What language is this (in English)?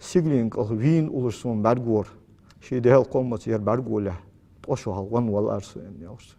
Ingush